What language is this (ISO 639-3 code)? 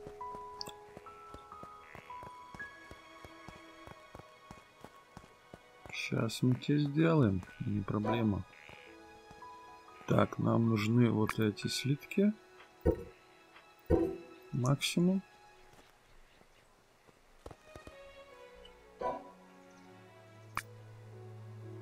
rus